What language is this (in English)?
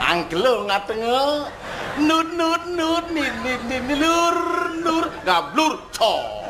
Balinese